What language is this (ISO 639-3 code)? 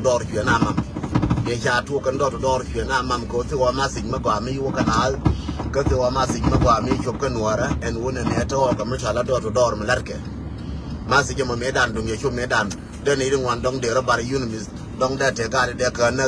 nus